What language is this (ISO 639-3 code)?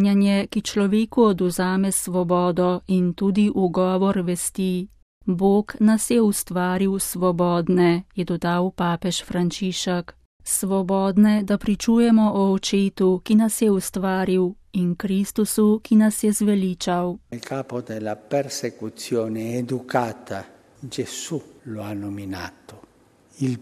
slv